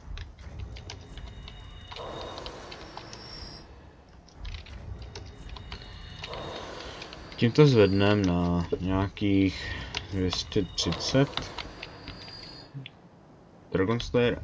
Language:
Czech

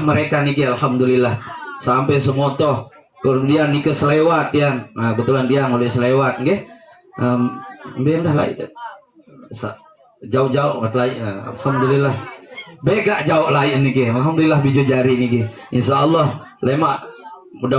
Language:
Sasak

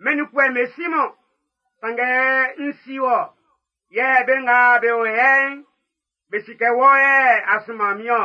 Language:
Baoulé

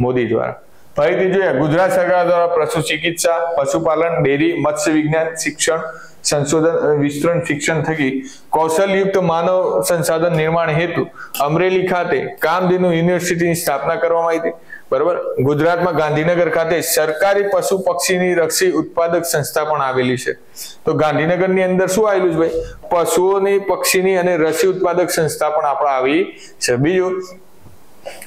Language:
Gujarati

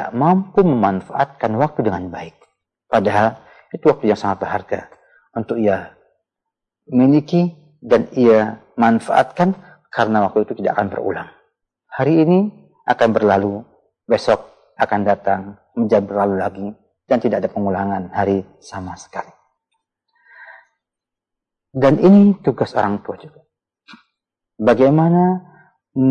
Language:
Indonesian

